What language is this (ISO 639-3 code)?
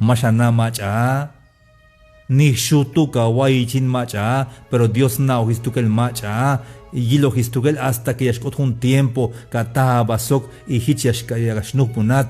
tzh